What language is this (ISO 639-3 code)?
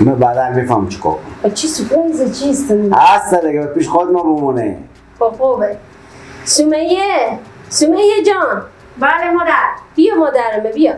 fas